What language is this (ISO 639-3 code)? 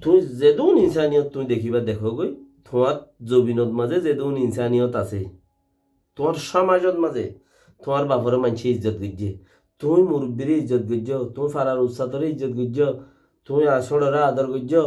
rhg